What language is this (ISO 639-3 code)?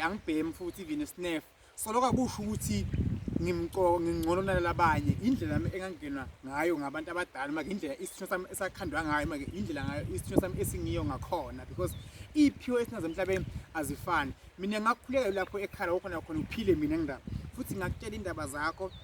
zul